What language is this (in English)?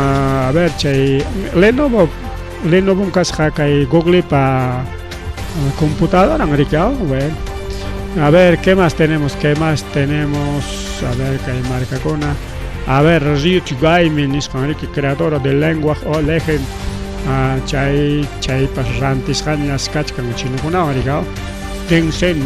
Ayacucho Quechua